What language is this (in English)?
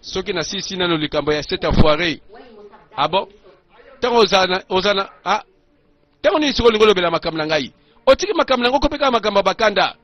Lingala